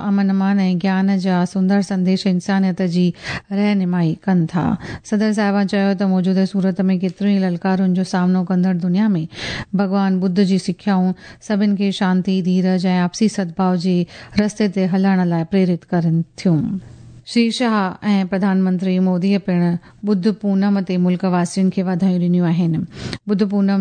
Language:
Sindhi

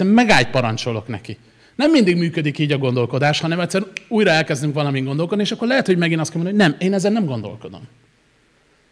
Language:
Hungarian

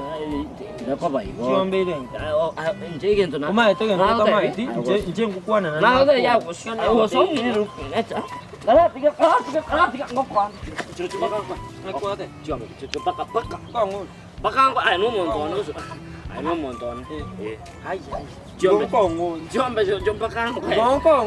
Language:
Gusii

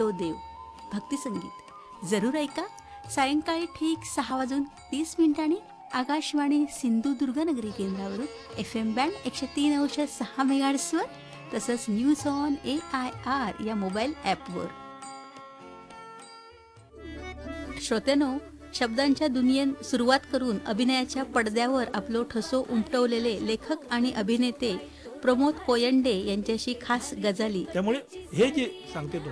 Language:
Marathi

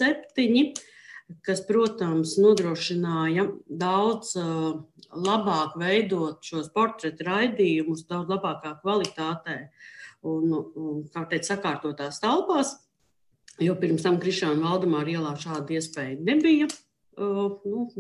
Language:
Latvian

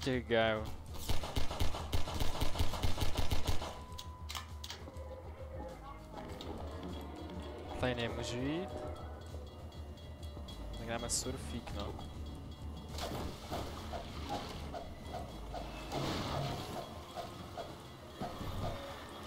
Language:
Czech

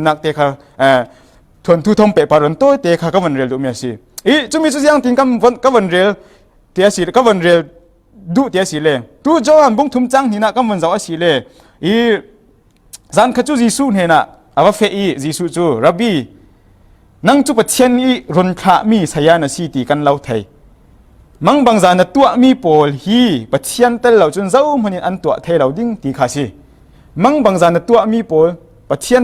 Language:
Falam Chin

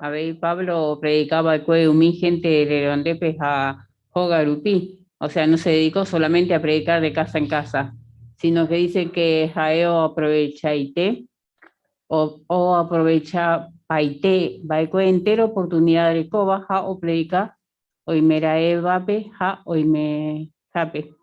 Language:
Guarani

